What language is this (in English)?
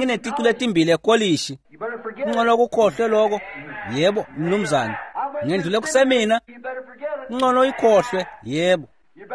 Swati